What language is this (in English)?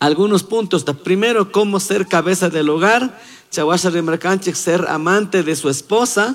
Chimborazo Highland Quichua